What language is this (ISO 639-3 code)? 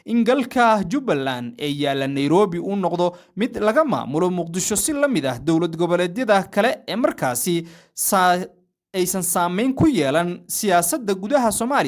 som